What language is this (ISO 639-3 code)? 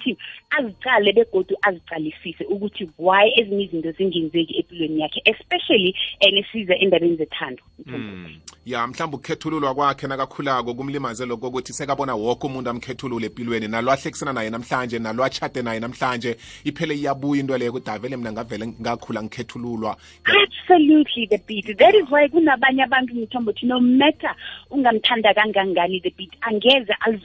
nbl